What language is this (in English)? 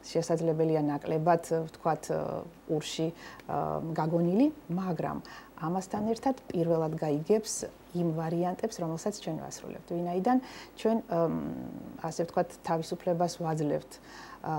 Georgian